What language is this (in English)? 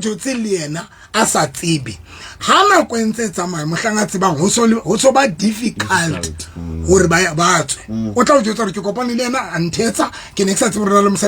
Southern Sotho